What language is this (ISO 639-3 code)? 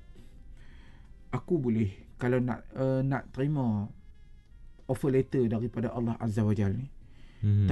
msa